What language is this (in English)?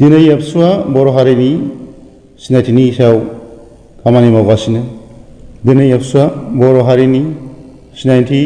Bodo